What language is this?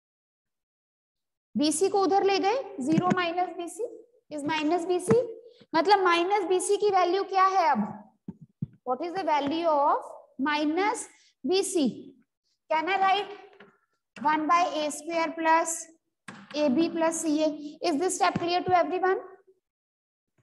Hindi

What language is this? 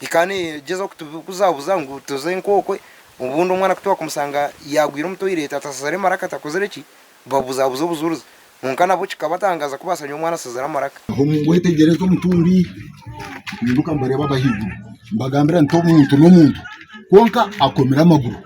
Nyankole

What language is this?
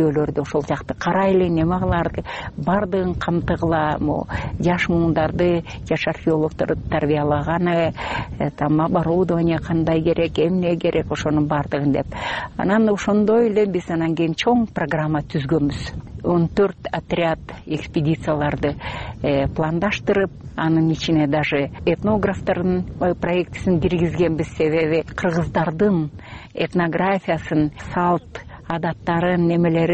Kyrgyz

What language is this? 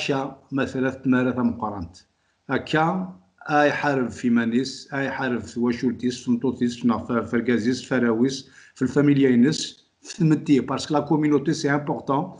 Kabyle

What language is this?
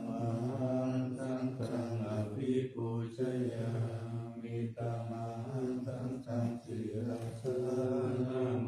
Pali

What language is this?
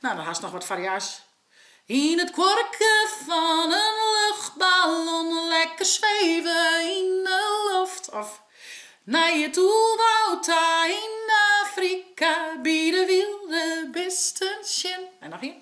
Western Frisian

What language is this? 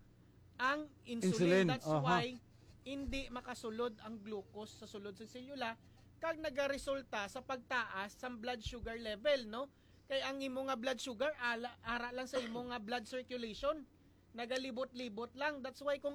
Hiligaynon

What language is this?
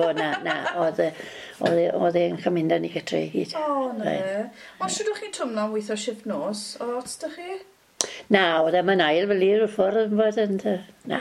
Welsh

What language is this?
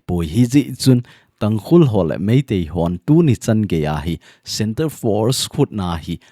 Thado Chin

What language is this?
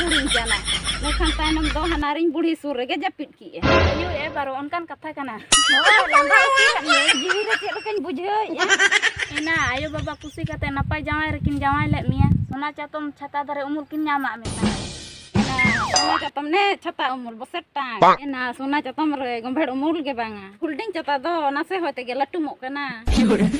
Santali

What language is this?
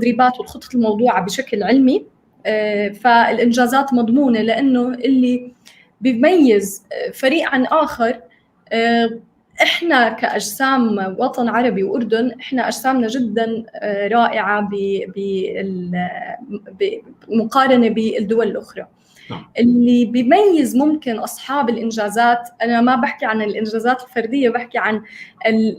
North Levantine Arabic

